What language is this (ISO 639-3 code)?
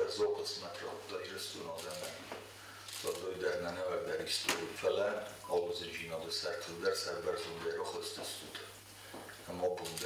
oss